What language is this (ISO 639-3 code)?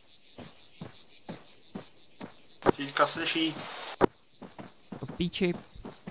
ces